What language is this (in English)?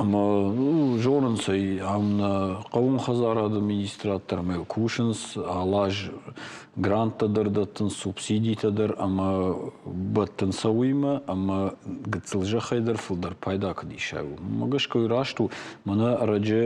Ossetic